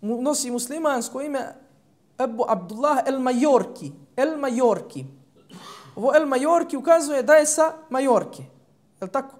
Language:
Bosnian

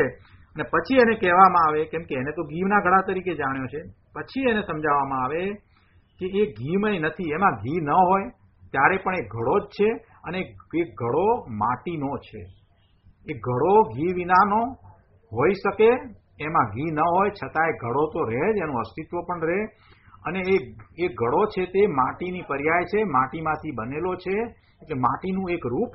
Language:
Gujarati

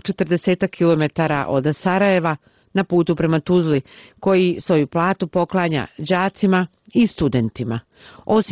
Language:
Bosnian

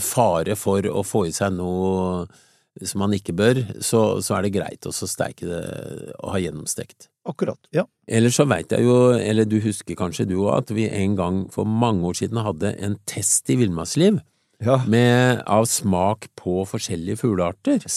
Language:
Norwegian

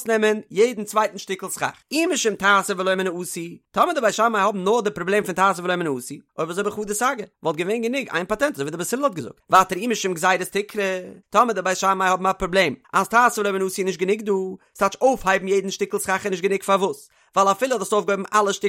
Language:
Yiddish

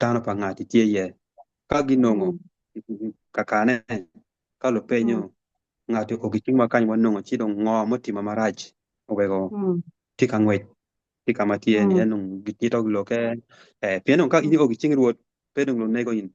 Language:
Acoli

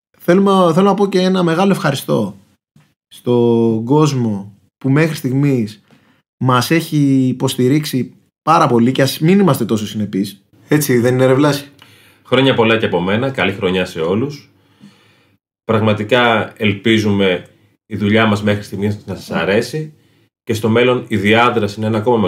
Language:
Greek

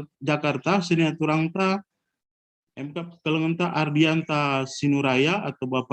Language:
Batak Karo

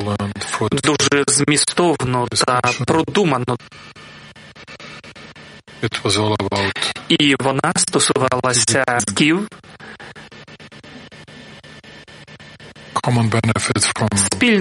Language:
Ukrainian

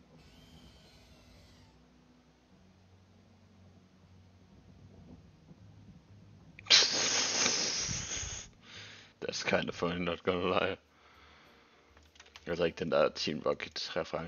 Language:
Danish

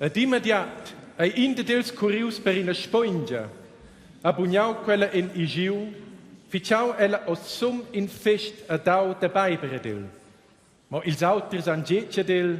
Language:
Romansh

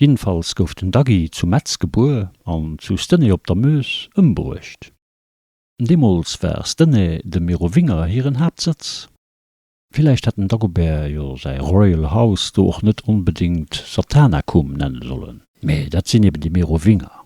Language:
Luxembourgish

